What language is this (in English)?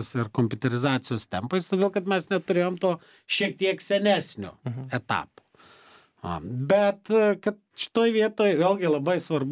Lithuanian